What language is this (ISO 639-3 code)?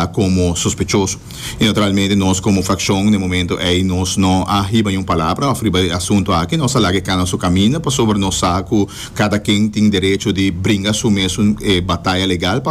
pap